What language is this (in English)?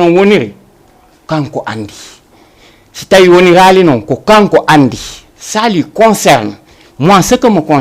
Fula